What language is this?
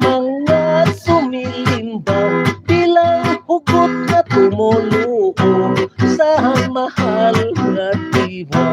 Hiligaynon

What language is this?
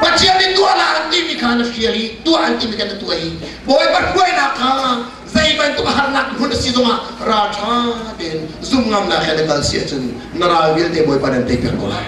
Hakha Chin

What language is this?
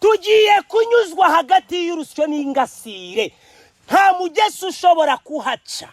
Kinyarwanda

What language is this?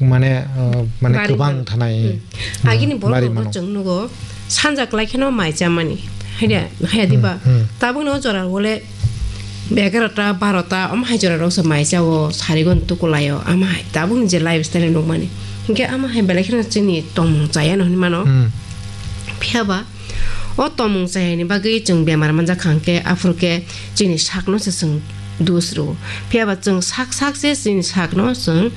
Kok Borok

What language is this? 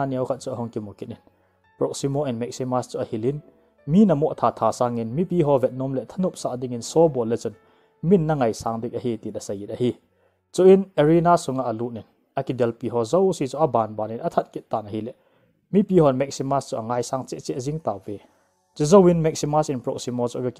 Thado Chin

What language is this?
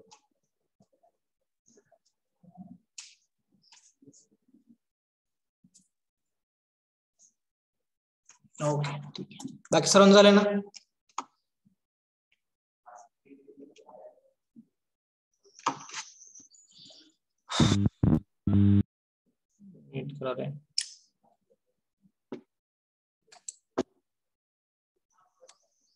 Marathi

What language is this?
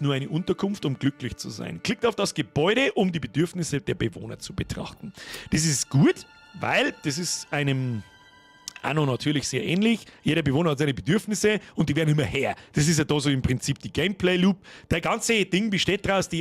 Bavarian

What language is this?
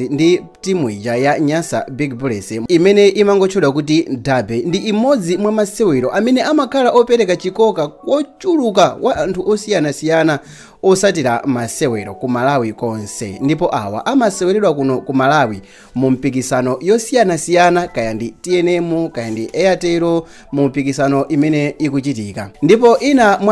Nyanja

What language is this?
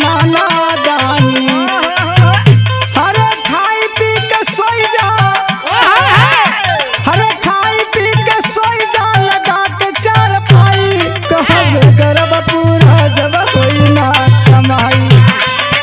Bhojpuri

